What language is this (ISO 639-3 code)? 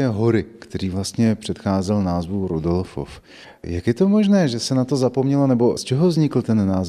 ces